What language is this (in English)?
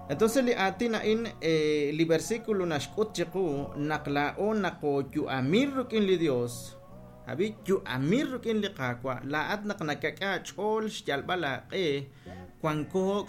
Kekchí